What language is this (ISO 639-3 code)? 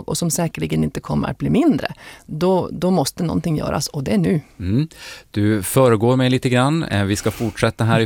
swe